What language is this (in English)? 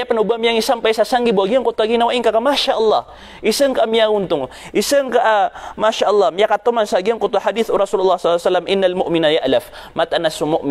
Maranao